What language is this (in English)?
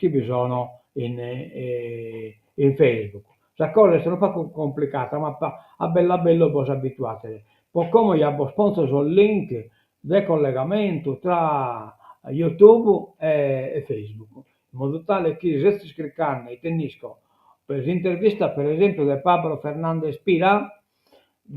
Sardinian